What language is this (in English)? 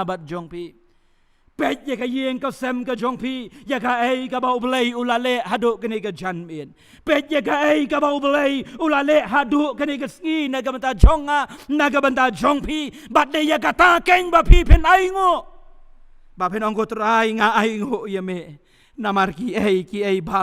Khasi